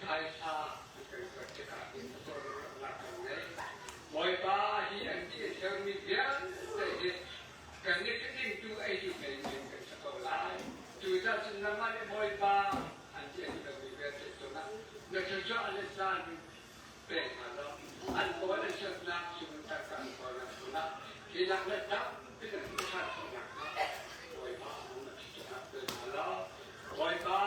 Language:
Hakha Chin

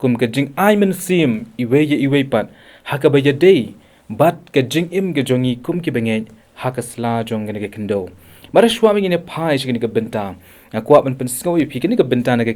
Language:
Khasi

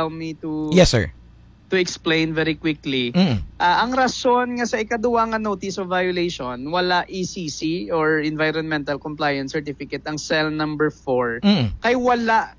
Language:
Hiligaynon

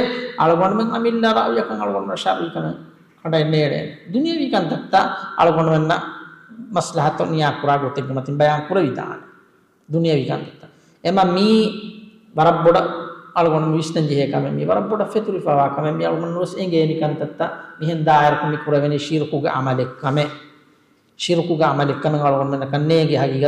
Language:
Divehi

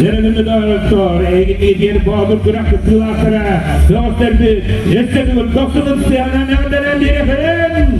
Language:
Yakut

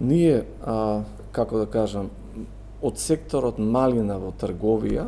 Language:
Macedonian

